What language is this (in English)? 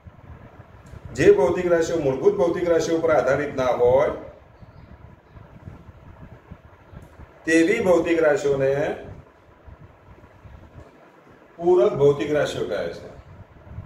Gujarati